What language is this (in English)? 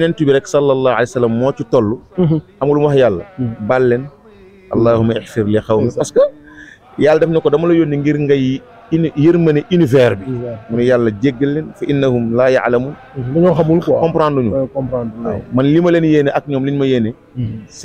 Wolof